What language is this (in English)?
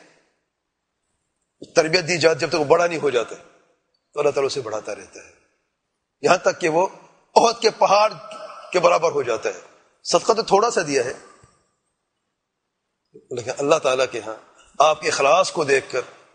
Urdu